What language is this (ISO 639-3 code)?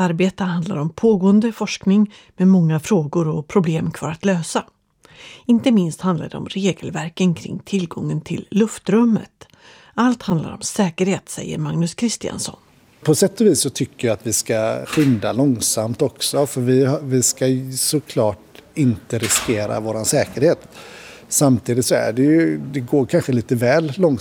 swe